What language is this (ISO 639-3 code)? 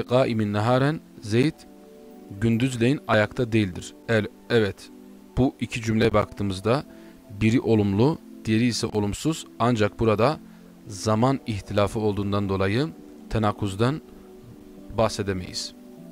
tur